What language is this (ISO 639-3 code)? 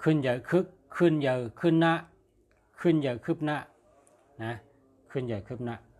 shn